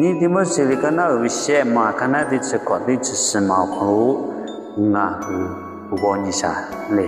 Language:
Lahu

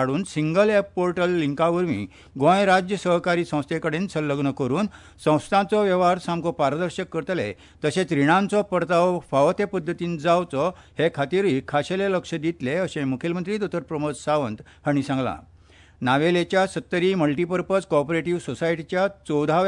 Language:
Konkani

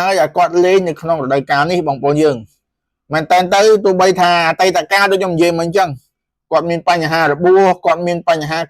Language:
Khmer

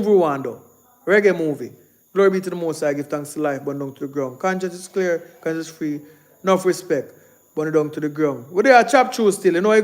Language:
Jamaican Creole English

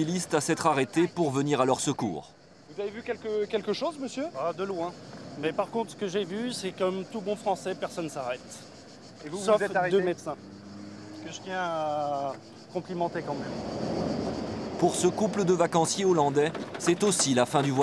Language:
French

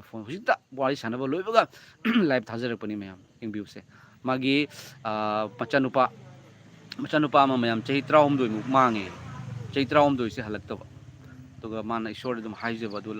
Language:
Manipuri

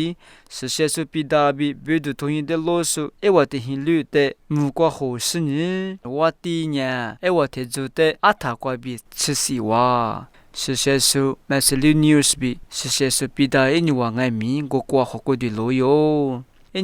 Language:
Lisu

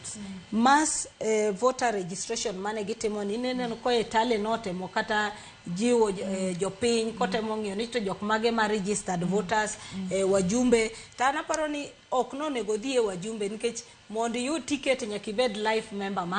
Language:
Luo (Kenya and Tanzania)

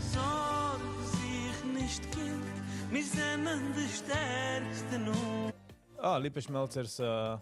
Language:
Yiddish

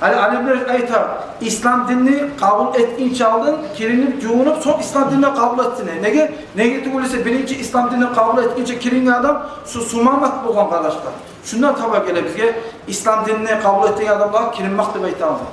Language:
Kumyk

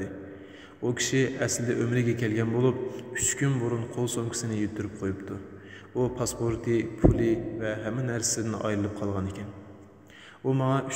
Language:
Uyghur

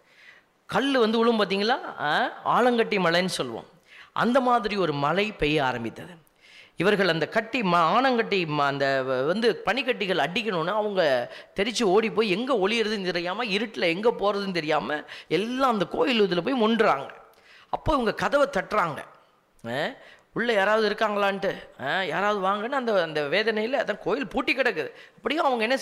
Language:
Tamil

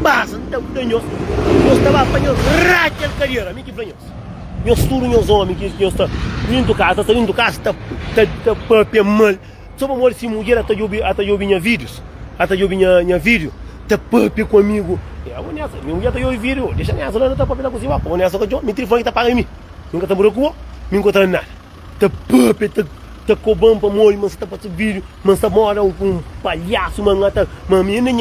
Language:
Kabuverdianu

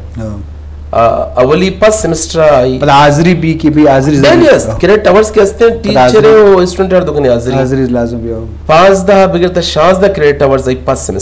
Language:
Eastern Balochi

